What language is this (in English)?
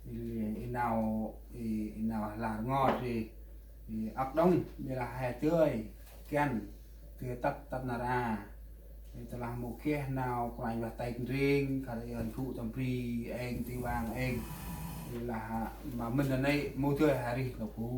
Central Mnong